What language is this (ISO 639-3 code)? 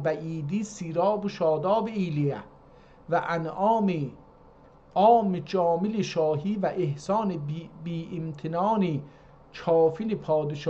azb